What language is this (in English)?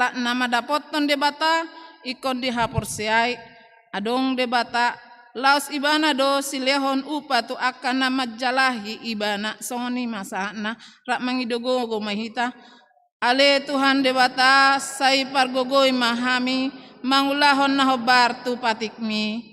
Batak Toba